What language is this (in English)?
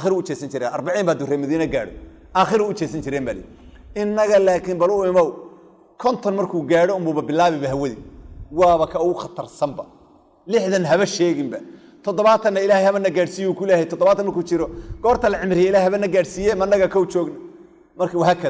Somali